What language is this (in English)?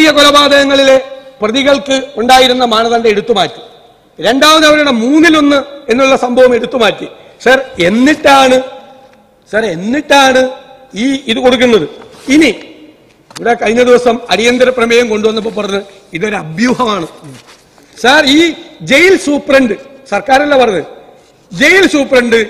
Malayalam